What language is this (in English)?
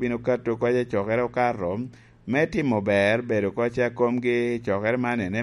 Lango (Uganda)